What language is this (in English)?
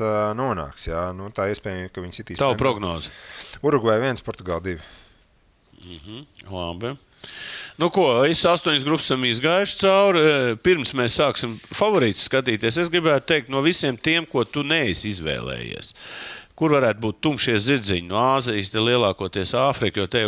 Latvian